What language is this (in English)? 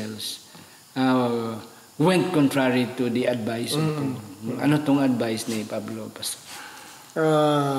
Hiligaynon